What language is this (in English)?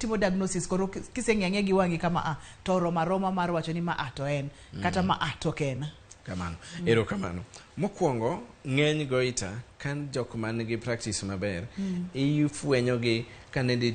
Luo (Kenya and Tanzania)